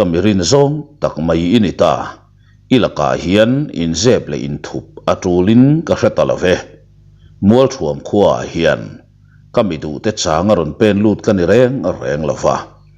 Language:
Mizo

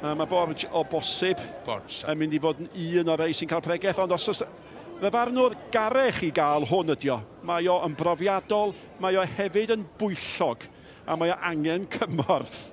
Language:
Welsh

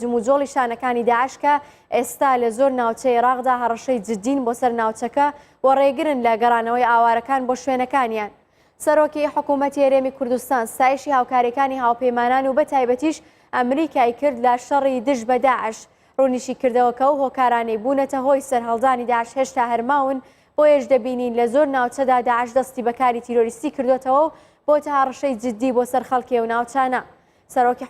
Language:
Central Kurdish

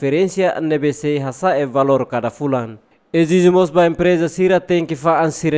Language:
Tetum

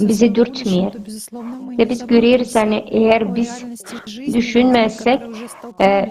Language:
Gagauz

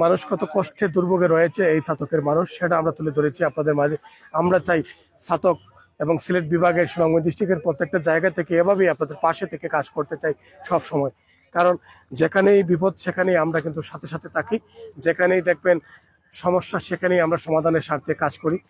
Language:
Bangla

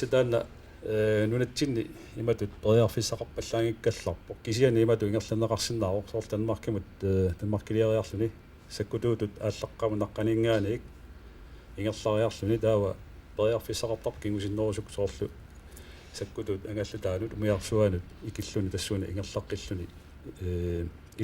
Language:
Kalaallisut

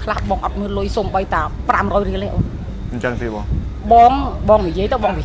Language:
Khmer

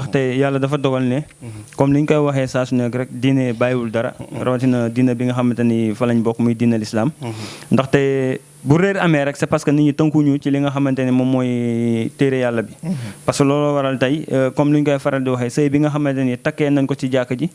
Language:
Wolof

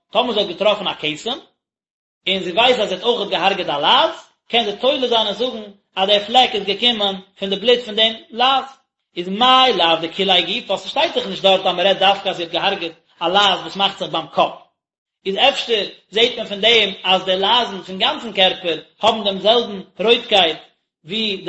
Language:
Yiddish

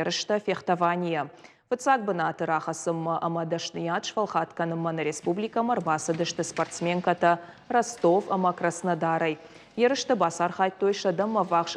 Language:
Ossetic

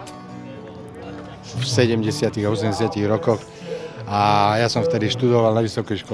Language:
Slovak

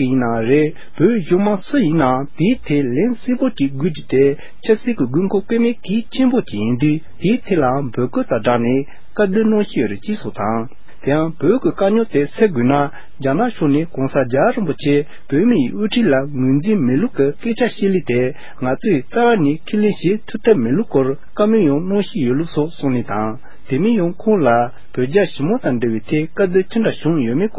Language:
Tibetan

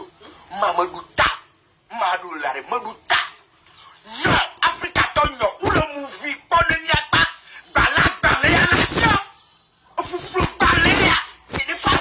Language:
Ewe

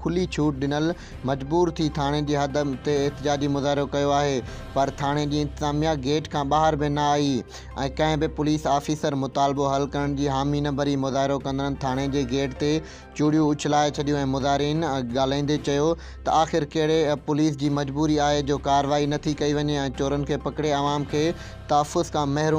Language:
Sindhi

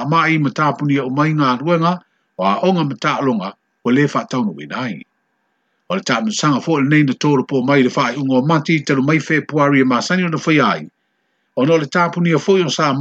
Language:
Samoan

